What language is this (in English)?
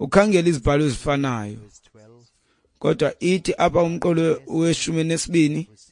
Xhosa